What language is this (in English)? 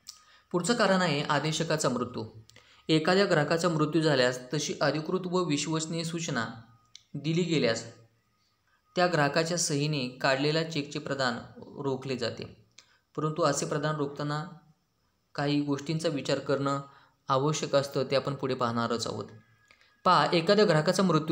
Marathi